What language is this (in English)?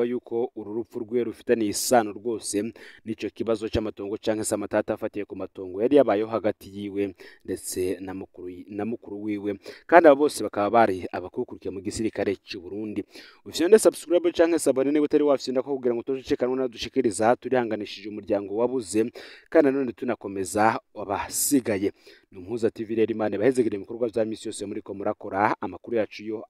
Rundi